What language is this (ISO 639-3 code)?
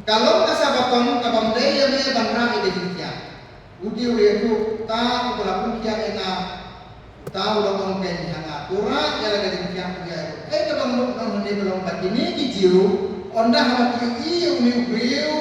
kha